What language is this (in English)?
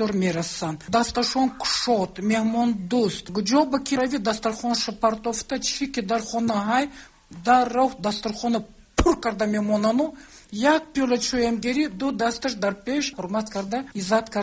Tajik